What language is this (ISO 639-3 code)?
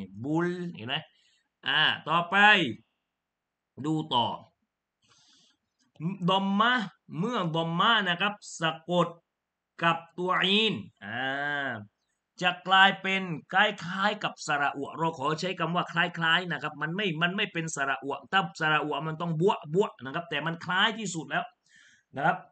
tha